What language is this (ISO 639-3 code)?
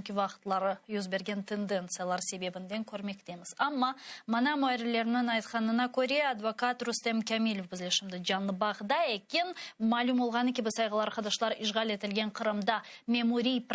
crh